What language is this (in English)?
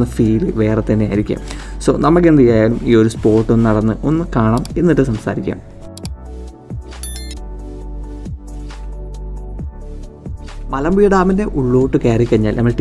Malayalam